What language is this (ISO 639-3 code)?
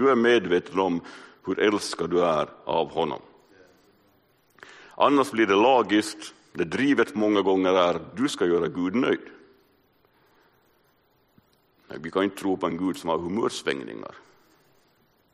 swe